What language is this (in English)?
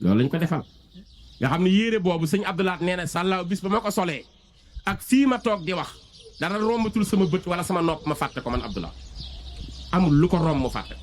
Wolof